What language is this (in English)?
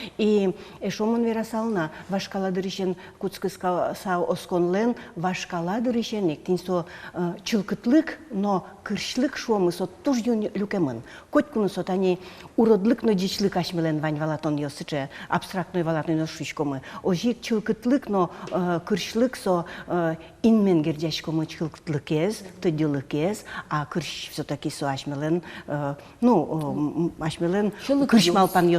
Udmurt